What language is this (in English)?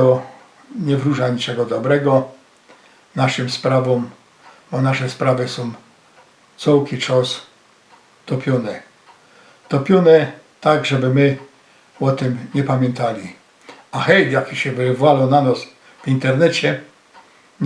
Silesian